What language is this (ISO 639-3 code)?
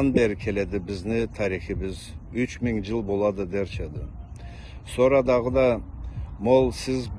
krc